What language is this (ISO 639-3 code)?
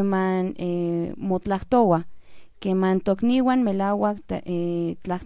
nhn